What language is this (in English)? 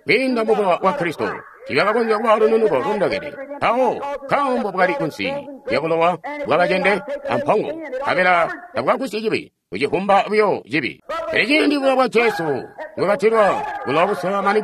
Tonga (Zambia)